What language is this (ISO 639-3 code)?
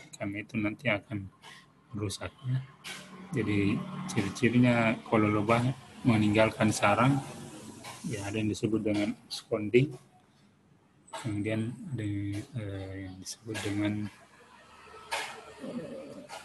ind